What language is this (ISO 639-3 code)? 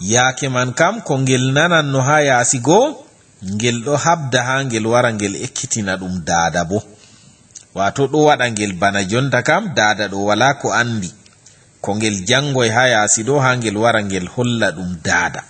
ful